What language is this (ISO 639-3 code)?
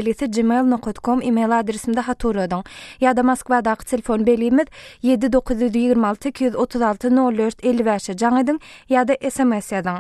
tuk